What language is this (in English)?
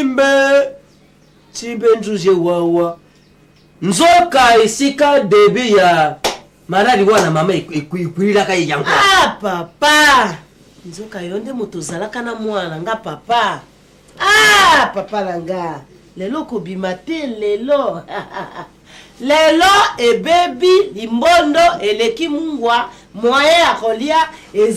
Lingala